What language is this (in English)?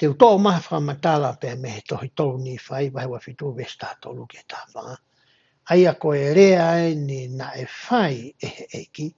Tongan